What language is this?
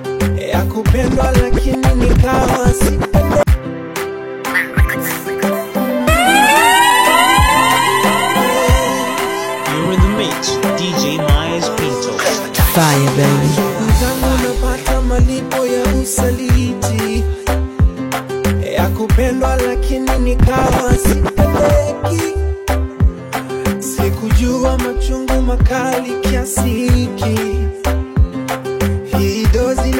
Swahili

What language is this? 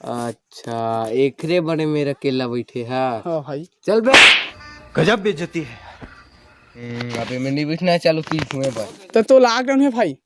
Chhattisgarhi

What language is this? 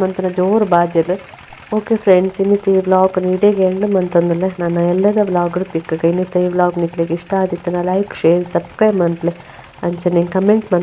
Tulu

